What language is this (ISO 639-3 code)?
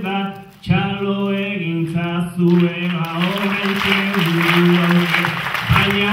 eus